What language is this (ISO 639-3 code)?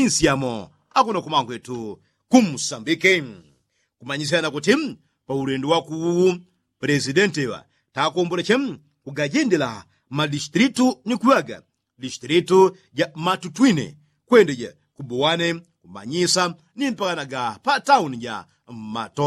yao